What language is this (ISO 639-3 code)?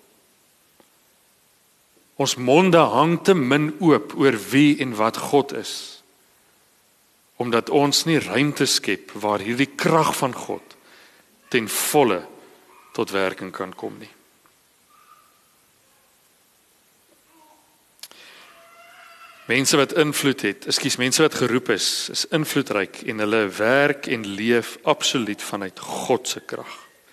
afr